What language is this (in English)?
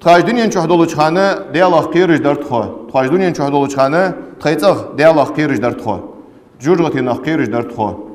Ingush